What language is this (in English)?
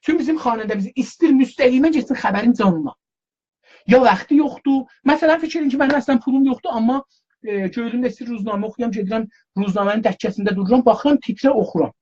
South Azerbaijani